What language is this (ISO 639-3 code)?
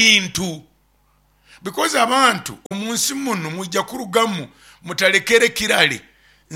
nyo